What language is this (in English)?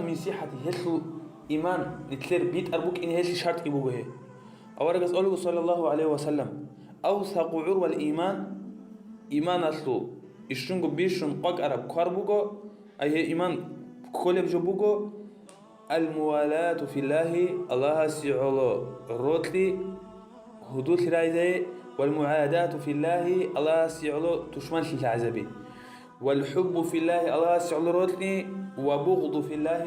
Avaric